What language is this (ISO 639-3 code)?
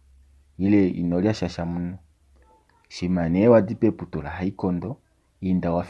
kua